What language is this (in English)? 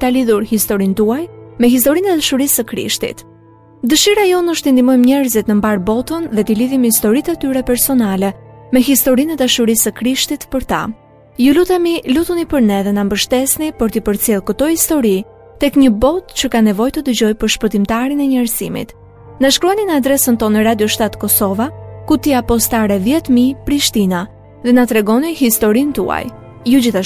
Albanian